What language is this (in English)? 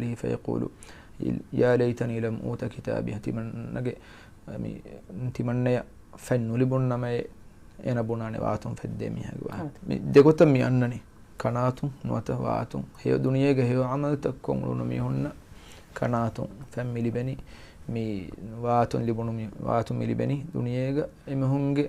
Divehi